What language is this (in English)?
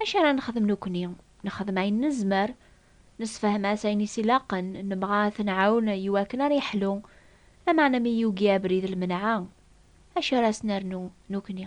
Kabyle